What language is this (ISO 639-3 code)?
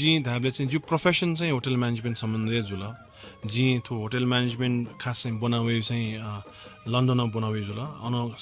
new